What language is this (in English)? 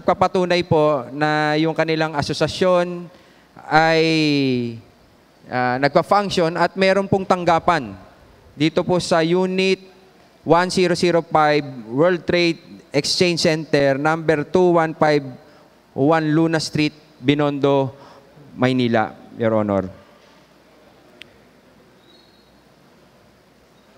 Filipino